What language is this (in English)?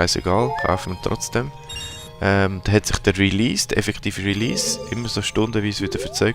Swiss German